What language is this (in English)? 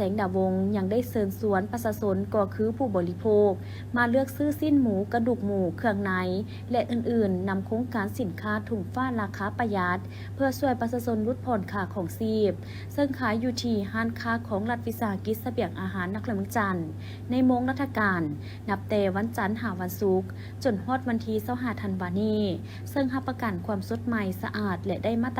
Lao